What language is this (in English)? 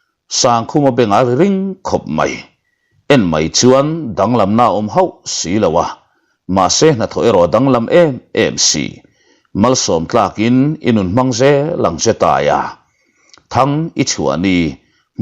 Mizo